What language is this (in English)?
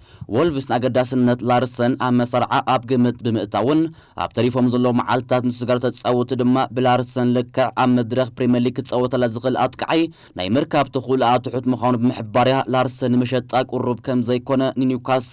Tigrinya